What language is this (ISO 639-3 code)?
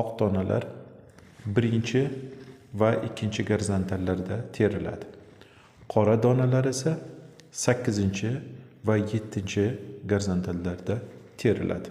uzb